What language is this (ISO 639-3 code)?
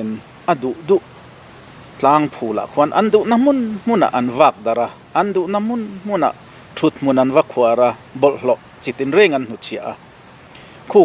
lus